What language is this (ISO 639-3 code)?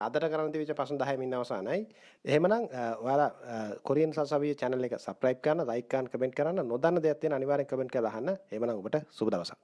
sin